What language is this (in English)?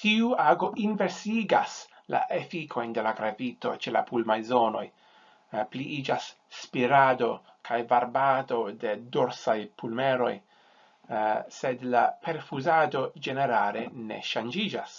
Esperanto